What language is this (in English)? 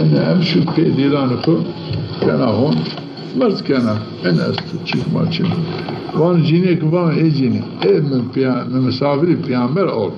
Zaza